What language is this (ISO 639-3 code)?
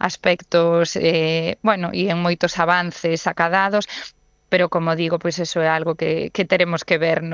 glg